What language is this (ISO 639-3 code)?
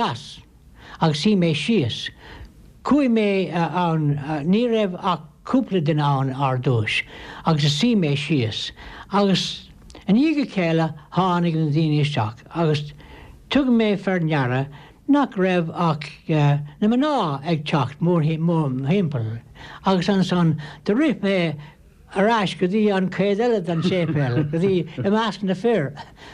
gle